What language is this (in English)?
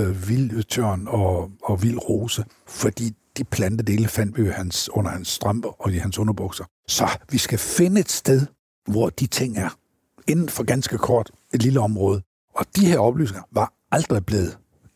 Danish